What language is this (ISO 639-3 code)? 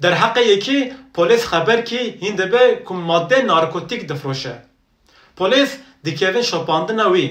kur